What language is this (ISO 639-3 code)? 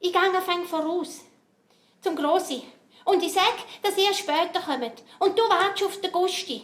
gsw